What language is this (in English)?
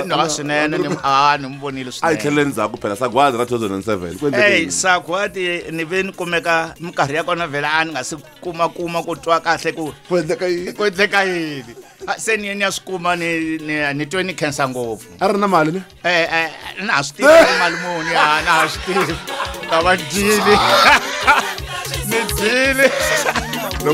Tsonga